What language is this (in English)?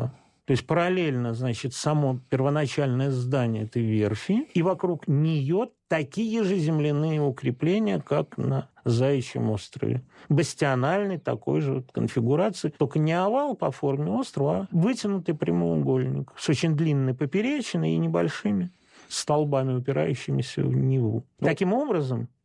Russian